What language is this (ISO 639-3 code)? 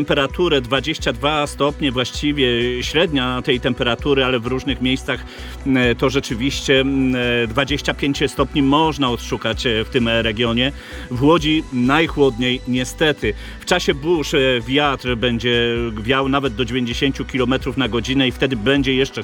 pol